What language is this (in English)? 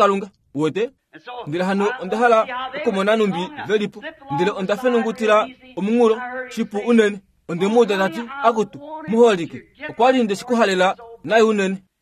Kuanyama